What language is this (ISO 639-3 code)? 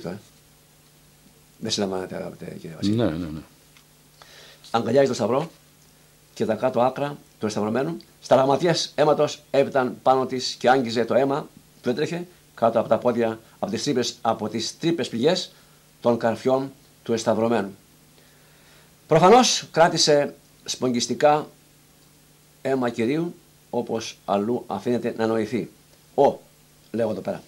ell